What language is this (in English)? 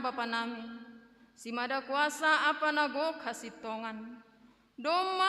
Batak Simalungun